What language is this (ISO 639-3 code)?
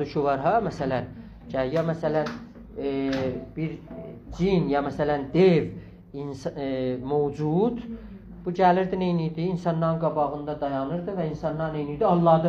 azb